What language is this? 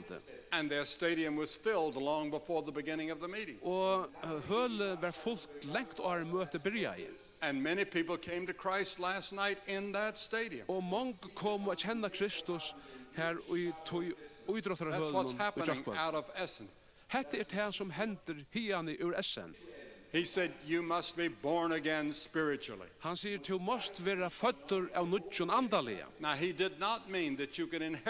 Faroese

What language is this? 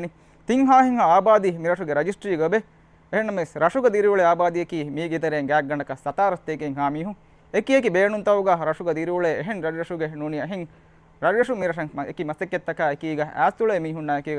Divehi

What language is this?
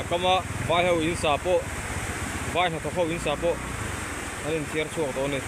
Mizo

